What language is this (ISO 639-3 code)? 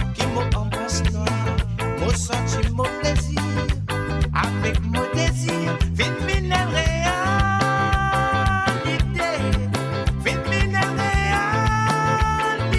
mfe